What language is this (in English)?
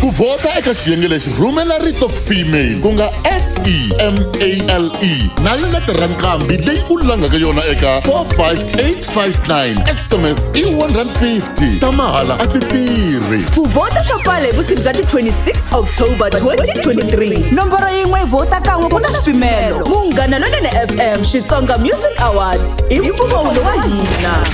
Tsonga